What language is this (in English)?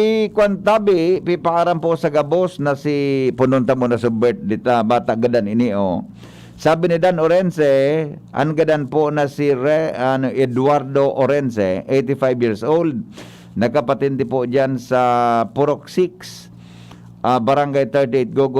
Bikol